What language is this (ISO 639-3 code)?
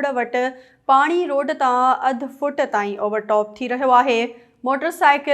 snd